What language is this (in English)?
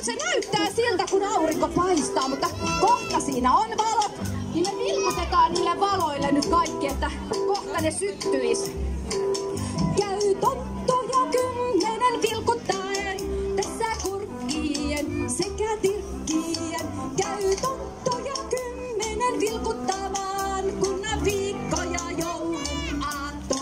Finnish